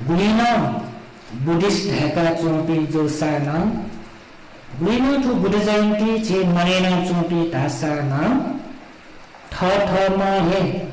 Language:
Newari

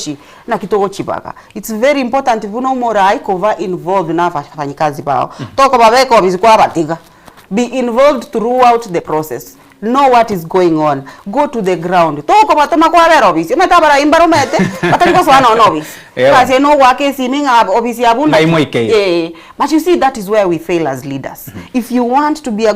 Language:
Gusii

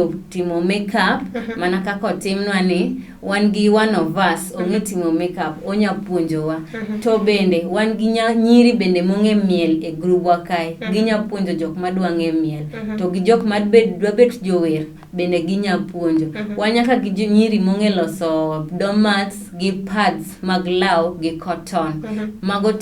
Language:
Luo (Kenya and Tanzania)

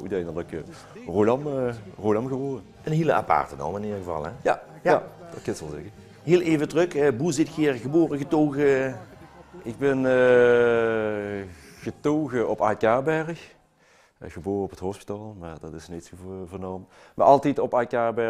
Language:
Limburgish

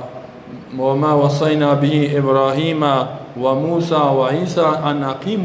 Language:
Persian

